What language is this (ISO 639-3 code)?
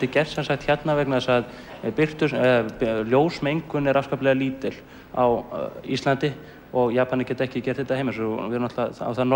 isl